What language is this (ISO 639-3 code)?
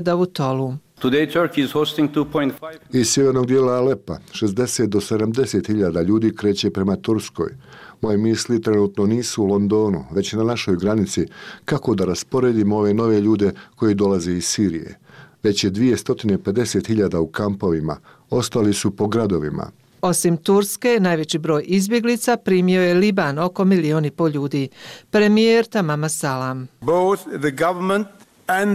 bos